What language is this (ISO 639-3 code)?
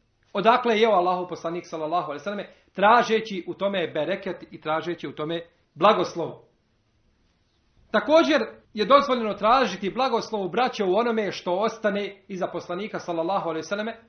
bos